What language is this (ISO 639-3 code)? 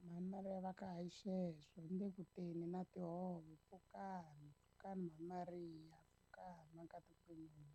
tso